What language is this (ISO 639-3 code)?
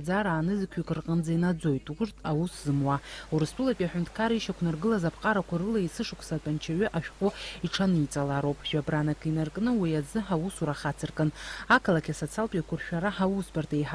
abk